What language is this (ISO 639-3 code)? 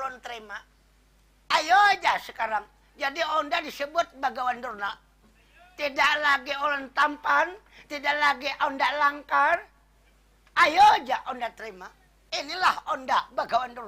bjn